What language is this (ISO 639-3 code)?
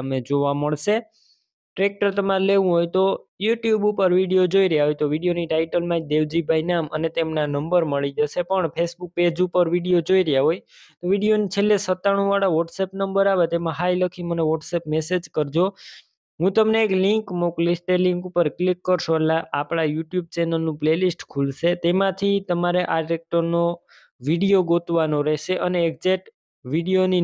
guj